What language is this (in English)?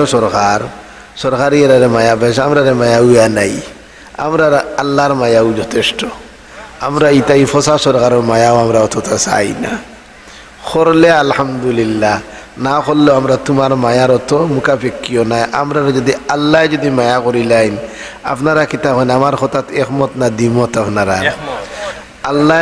Sylheti